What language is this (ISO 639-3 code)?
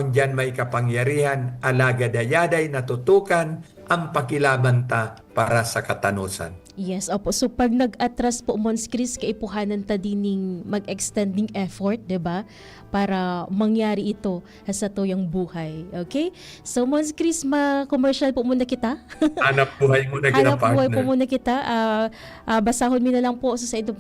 bik